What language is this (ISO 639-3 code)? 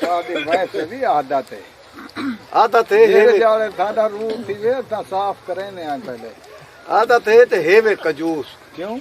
skr